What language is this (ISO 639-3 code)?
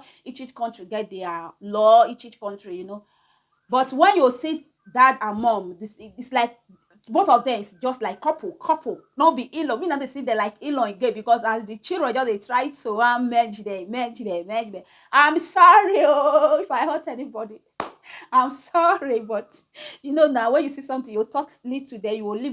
pcm